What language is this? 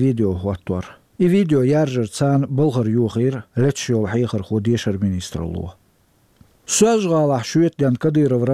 Chechen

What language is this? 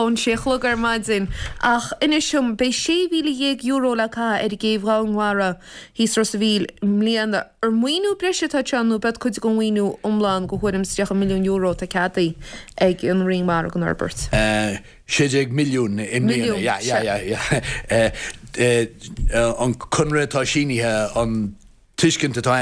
Irish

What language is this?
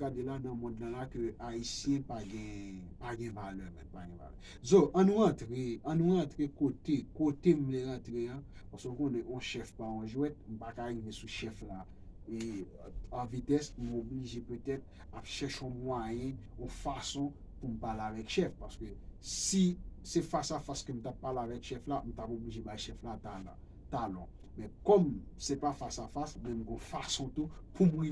Haitian Creole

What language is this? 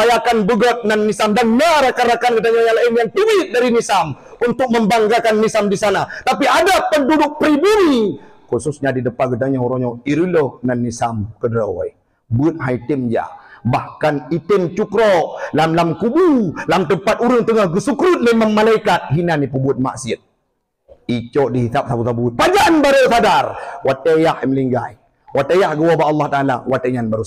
Achinese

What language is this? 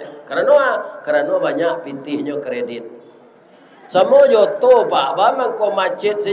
Minangkabau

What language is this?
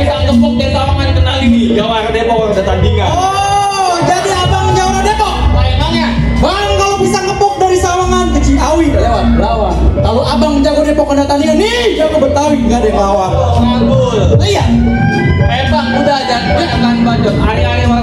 Betawi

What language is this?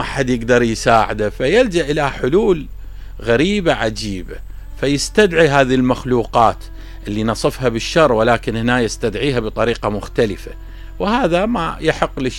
Mesopotamian Arabic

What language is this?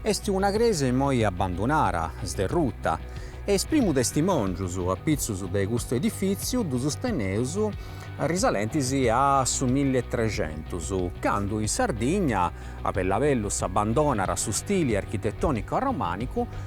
Sardinian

